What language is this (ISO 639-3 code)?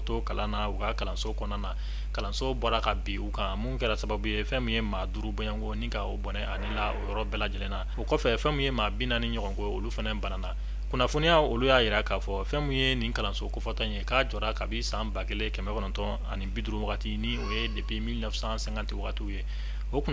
bam